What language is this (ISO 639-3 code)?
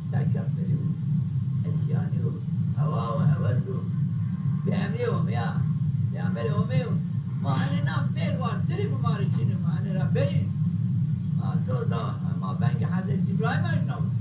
zza